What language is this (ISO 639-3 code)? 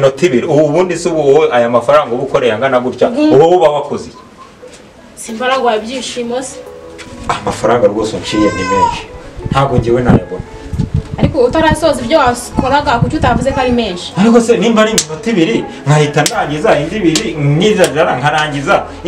kin